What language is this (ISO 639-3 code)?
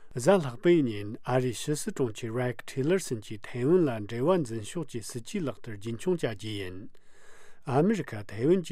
bod